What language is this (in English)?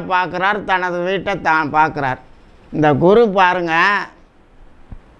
Tamil